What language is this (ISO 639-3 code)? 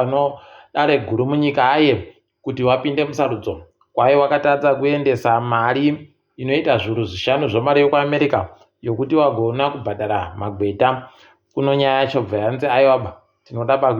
ndc